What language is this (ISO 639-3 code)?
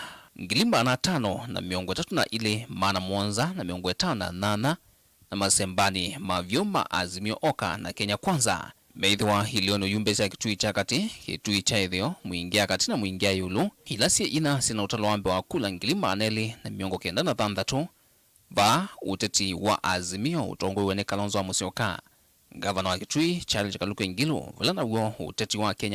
kam